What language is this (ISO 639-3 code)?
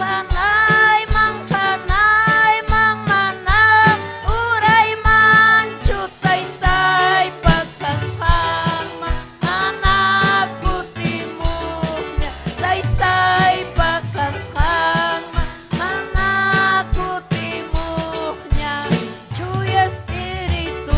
quy